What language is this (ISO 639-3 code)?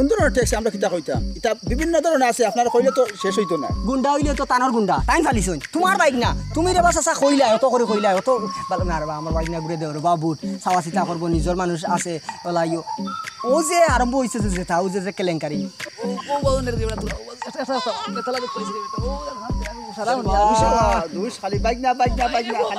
syl